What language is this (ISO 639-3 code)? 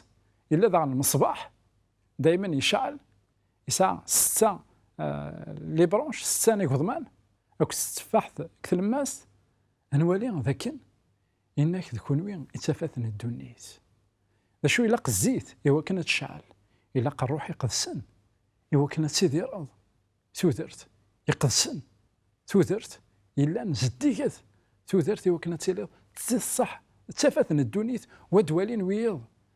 kab